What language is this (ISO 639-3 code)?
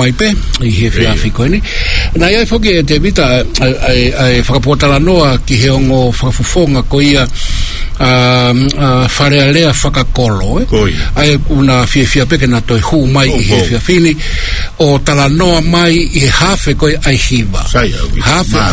ton